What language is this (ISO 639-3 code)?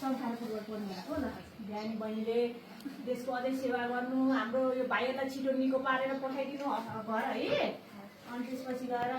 nep